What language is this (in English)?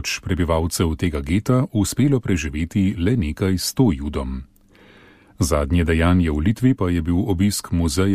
Slovenian